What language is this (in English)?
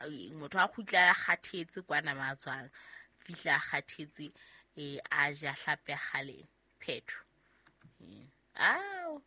Southern Sotho